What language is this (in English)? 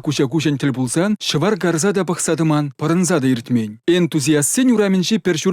Chuvash